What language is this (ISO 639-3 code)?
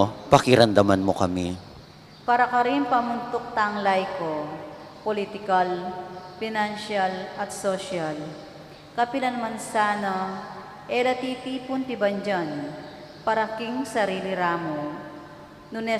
pam